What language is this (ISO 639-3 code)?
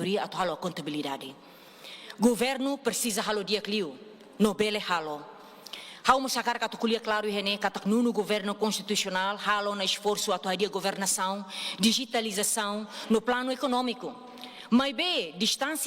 tet